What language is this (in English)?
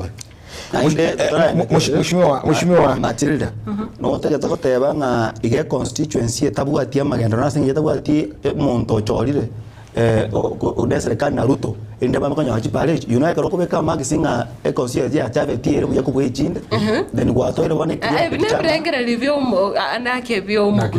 Gusii